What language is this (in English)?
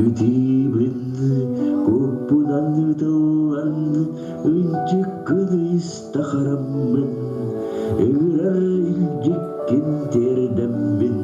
Yakut